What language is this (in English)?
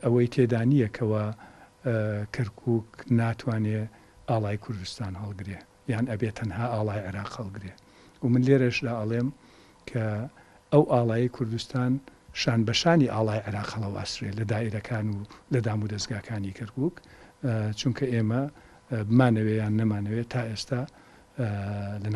Central Kurdish